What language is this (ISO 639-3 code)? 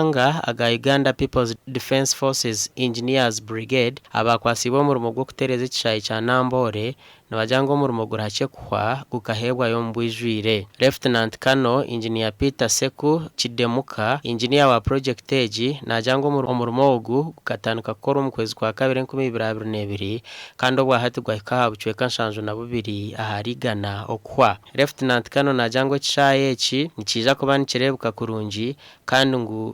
nyn